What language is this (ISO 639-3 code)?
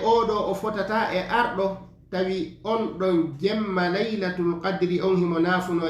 ful